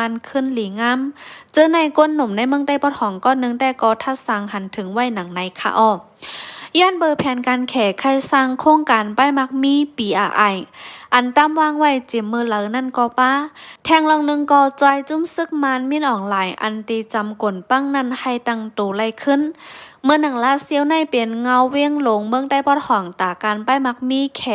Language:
Shan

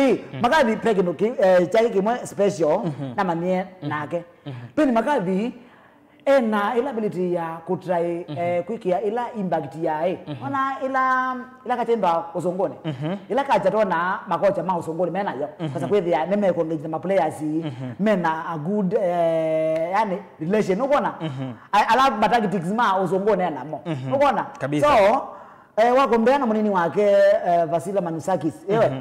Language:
Kamba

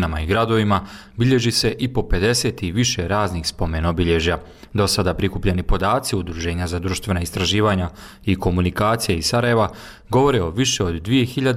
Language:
Croatian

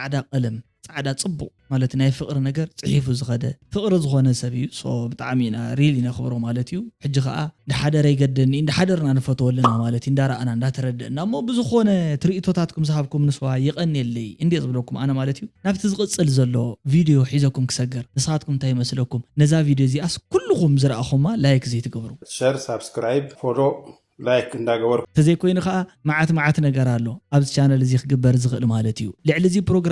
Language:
Tigrinya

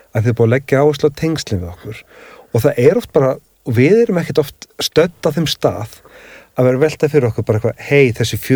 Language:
Icelandic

